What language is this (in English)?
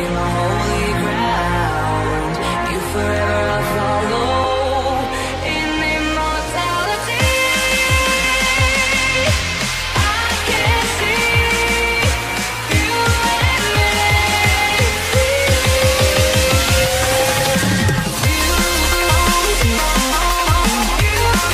English